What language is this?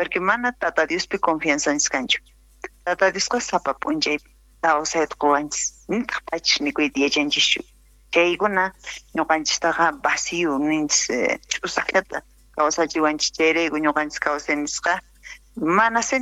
South Bolivian Quechua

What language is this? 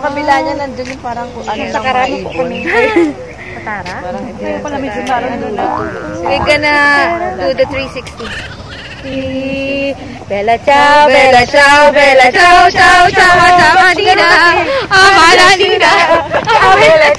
Filipino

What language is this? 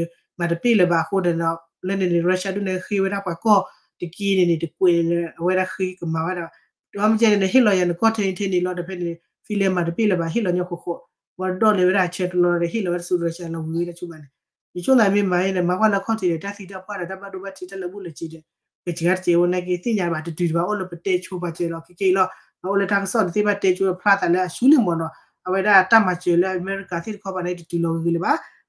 S'gaw Karen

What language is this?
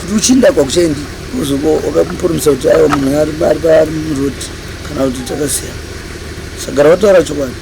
Shona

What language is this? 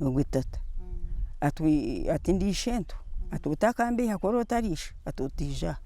Nyankole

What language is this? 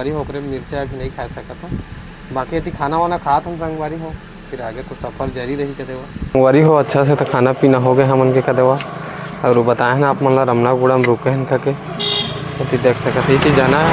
Chhattisgarhi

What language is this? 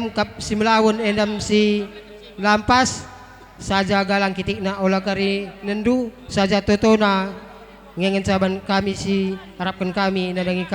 Batak Karo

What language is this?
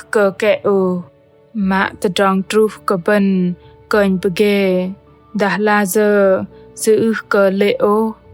Bahnar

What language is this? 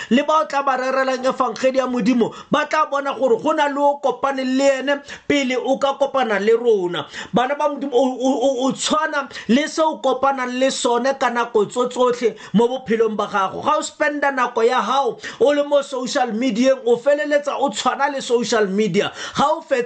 Tswana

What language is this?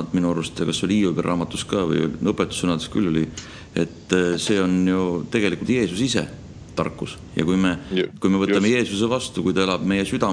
Estonian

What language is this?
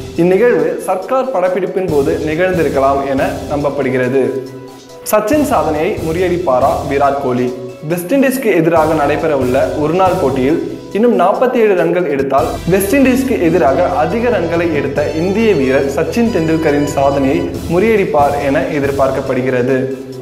Tamil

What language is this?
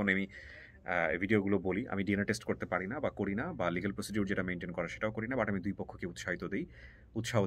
Bangla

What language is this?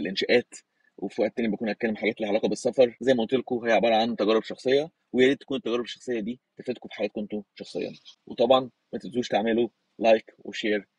Egyptian Arabic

